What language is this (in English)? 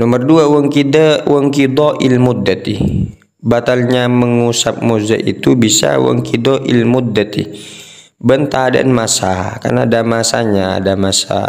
Madurese